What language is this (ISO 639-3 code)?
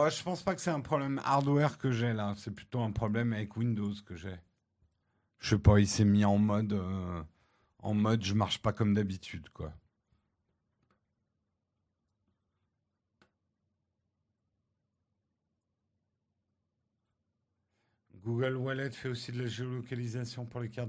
fra